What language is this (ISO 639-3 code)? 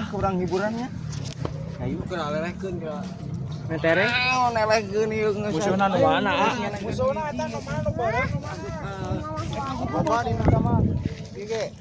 sun